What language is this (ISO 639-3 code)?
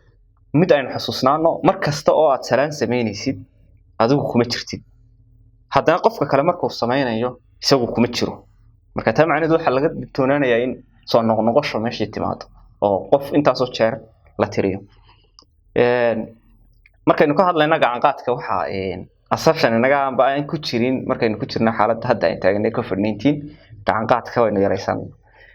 som